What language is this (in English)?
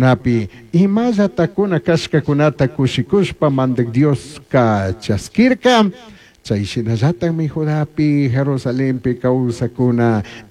Chimborazo Highland Quichua